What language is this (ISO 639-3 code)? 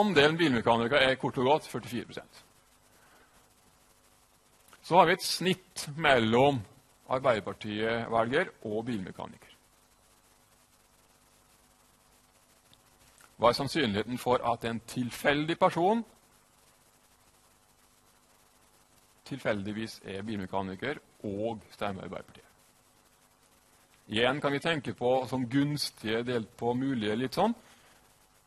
nor